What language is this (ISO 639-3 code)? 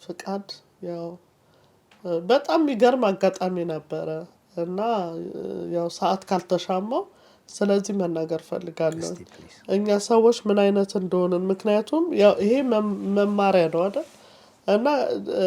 amh